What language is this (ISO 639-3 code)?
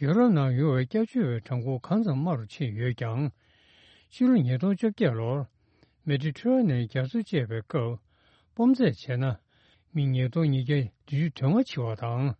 bod